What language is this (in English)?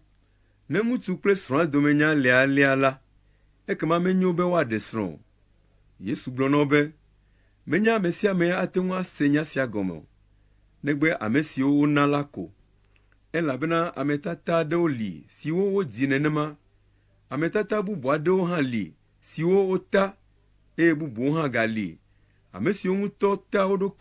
Ewe